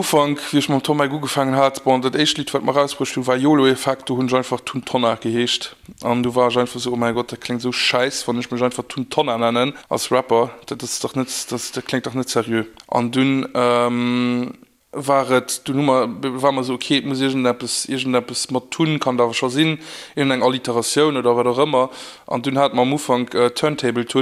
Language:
Luxembourgish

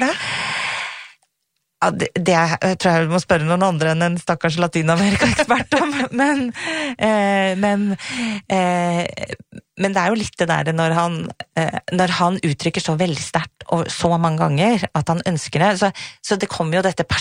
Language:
Norwegian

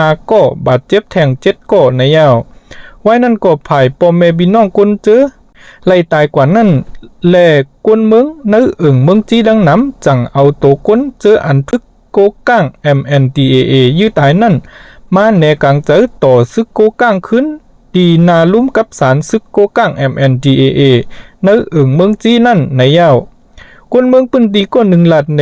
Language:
Shan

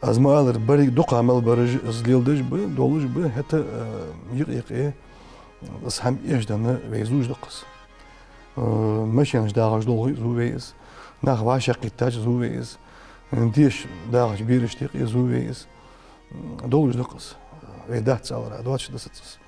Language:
Ingush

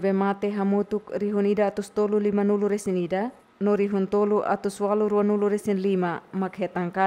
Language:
Tetum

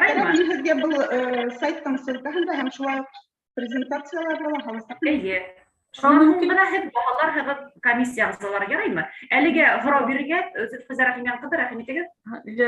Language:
Bashkir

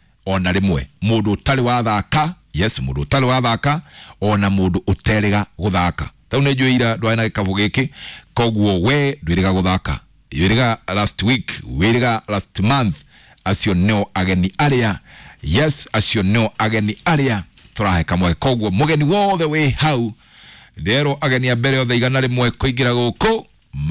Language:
Kikuyu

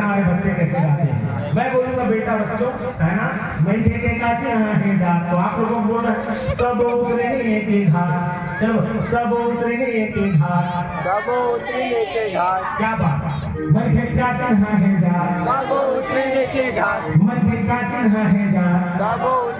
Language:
Chhattisgarhi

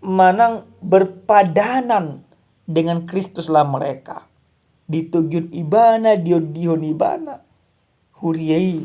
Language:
Batak Toba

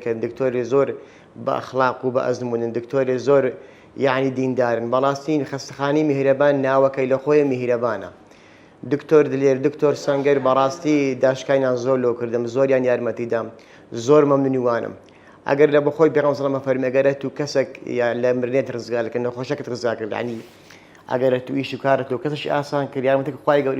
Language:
Central Kurdish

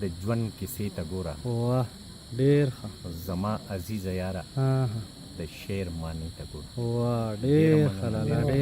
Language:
Pashto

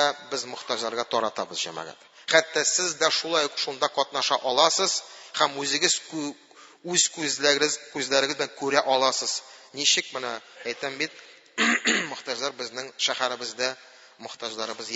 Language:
Tatar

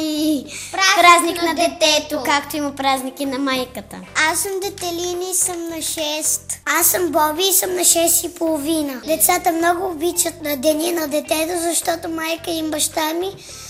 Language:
Bulgarian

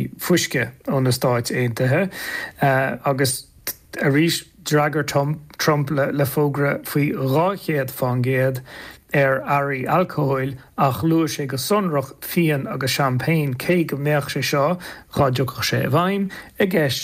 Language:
Irish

